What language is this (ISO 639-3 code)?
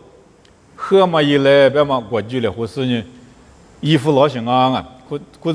lis